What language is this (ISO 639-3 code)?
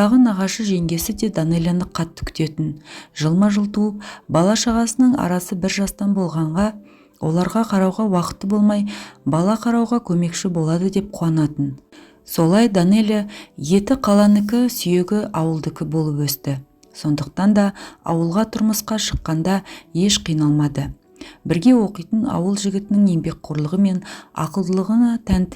kaz